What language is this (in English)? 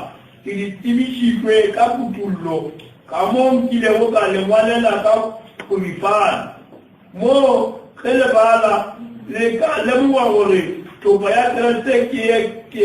Northern Sotho